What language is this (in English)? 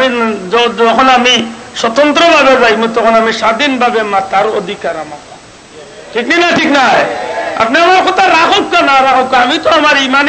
Sylheti